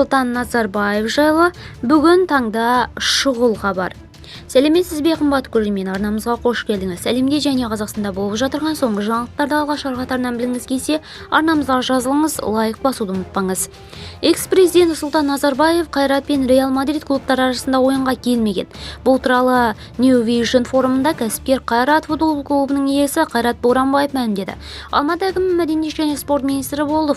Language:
Kazakh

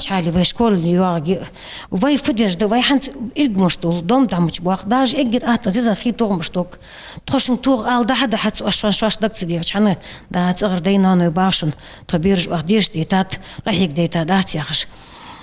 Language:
Ingush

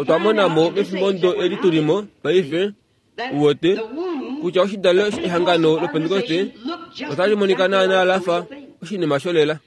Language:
Kuanyama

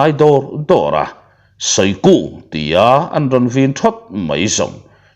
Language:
Mizo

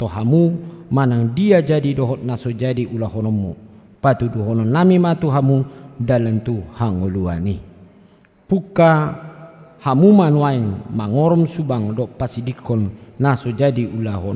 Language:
Batak Toba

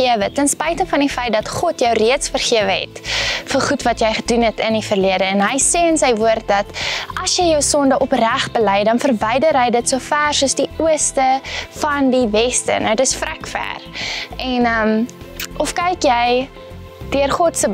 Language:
Afrikaans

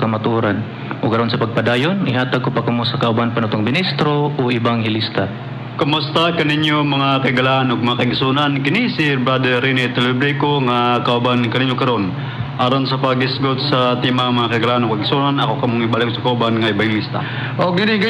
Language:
Cebuano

